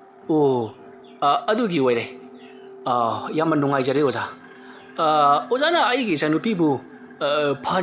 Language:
Manipuri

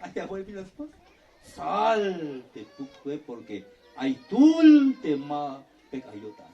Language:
Tzeltal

